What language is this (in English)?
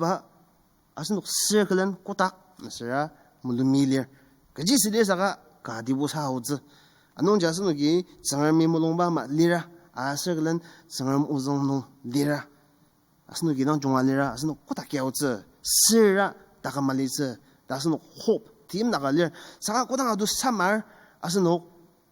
Ao Naga